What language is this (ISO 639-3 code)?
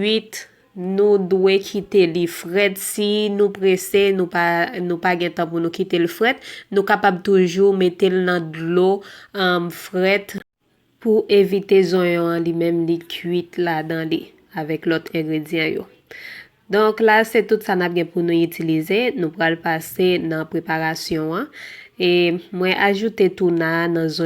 hat